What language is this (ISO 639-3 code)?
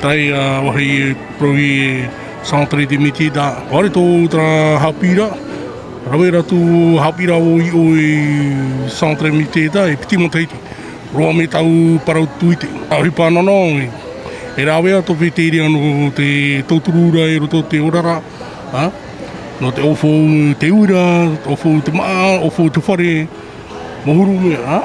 tah